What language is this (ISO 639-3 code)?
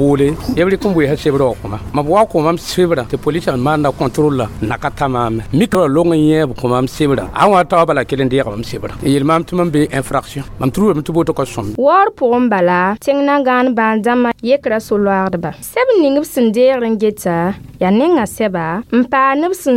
mos